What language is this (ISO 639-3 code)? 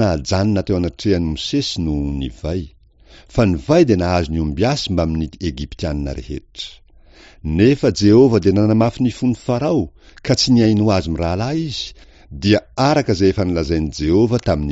mlg